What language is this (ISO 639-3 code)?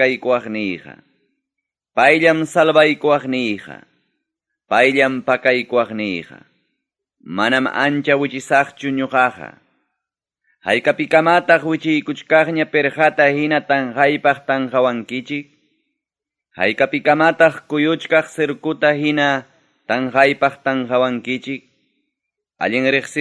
quy